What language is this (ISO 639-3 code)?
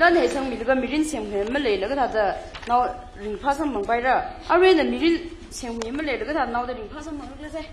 nmf